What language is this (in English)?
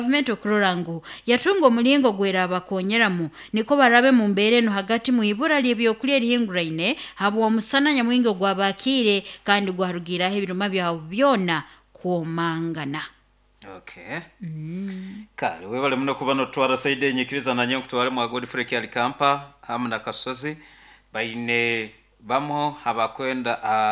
Nyoro